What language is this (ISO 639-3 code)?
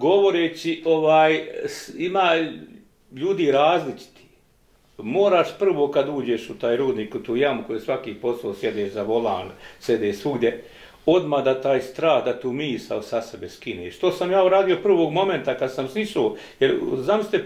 bos